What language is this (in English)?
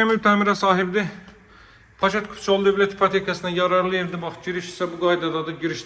Azerbaijani